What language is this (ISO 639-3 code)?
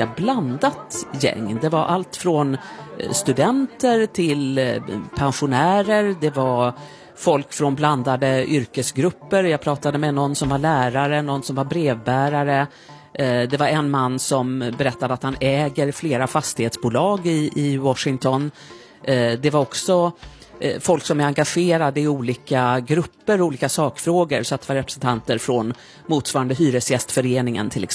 swe